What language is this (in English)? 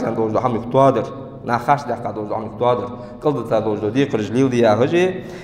Ingush